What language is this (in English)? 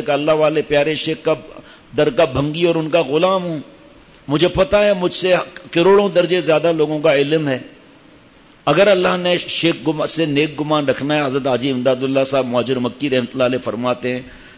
Urdu